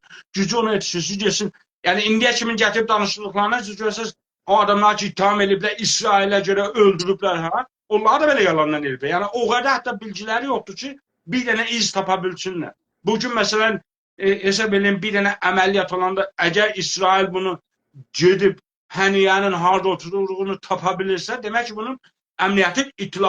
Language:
South Azerbaijani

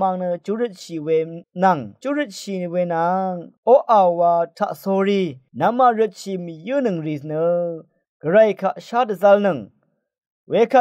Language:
Rawang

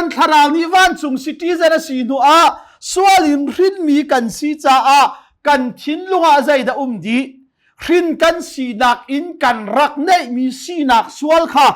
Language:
Hakha Chin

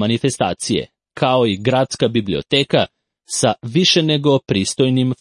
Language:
Serbian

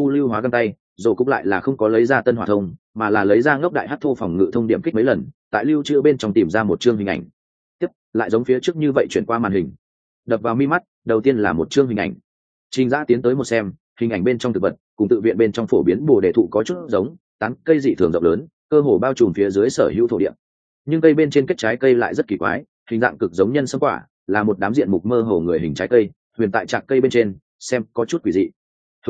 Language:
Vietnamese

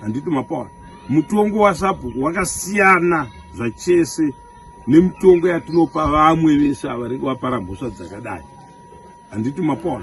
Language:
Shona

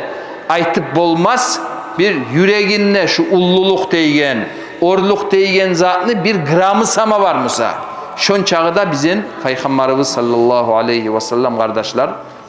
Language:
Kumyk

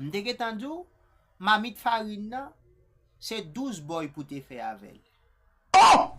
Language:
Haitian Creole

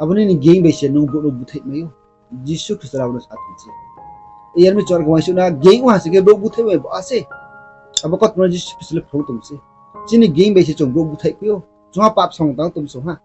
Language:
Riang (India)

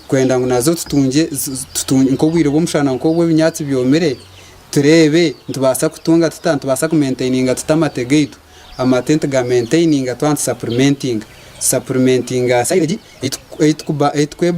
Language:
Nyankole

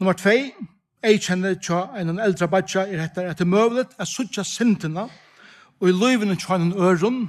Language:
Faroese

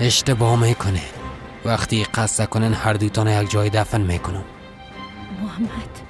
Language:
Persian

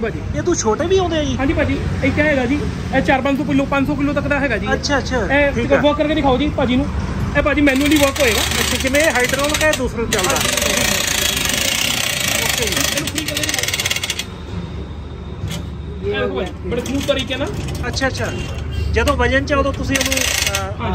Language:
Punjabi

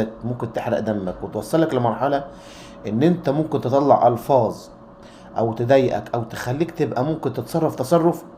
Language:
Egyptian Arabic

